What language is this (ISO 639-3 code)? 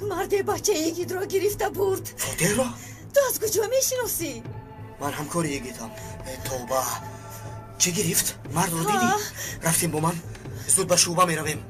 tgk